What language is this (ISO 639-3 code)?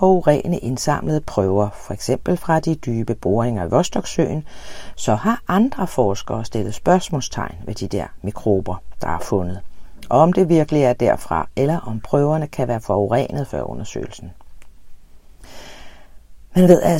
dan